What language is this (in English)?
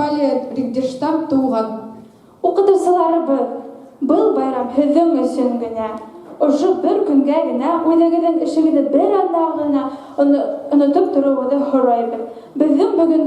Bashkir